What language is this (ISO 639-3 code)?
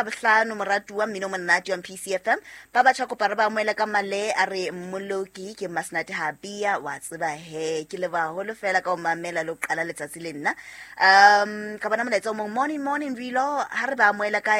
sot